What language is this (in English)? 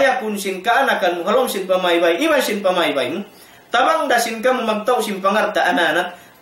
Tausug